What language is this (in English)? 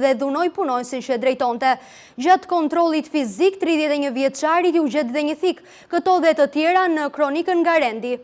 Albanian